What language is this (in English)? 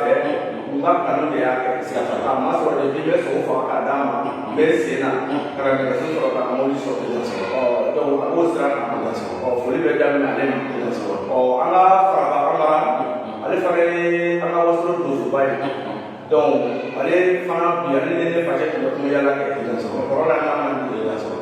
Bambara